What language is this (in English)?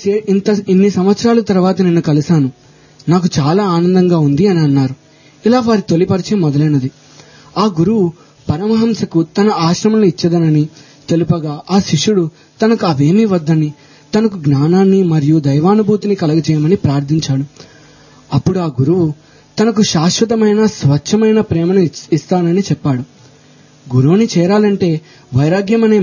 Telugu